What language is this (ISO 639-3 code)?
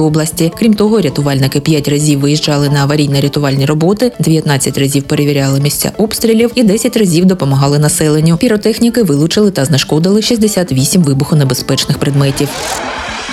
ukr